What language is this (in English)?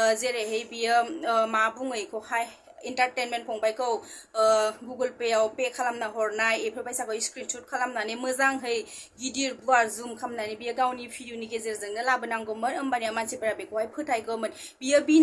Bodo